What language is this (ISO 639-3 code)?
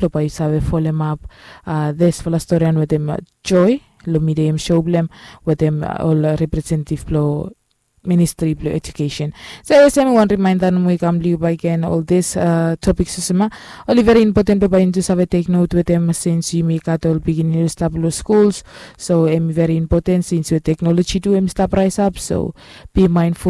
bis